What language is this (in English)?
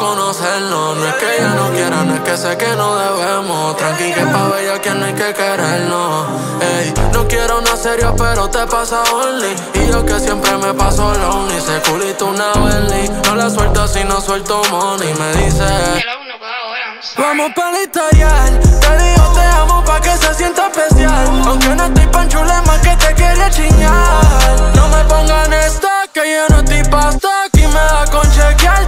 Spanish